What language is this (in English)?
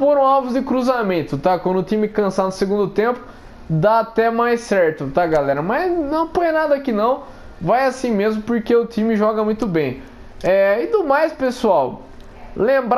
Portuguese